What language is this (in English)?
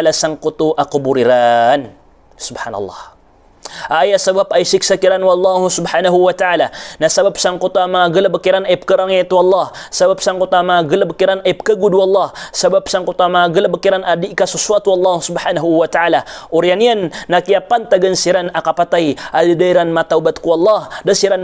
Maranao